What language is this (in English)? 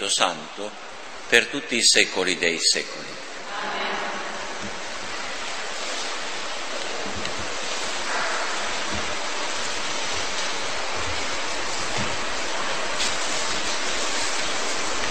Italian